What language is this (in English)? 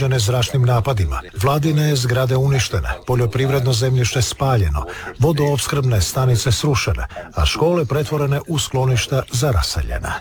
Croatian